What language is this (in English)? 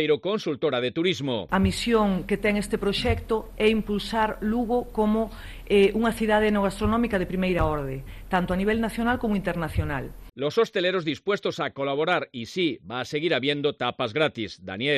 Galician